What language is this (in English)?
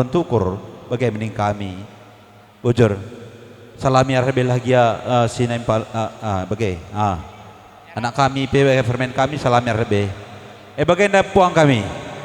Batak Karo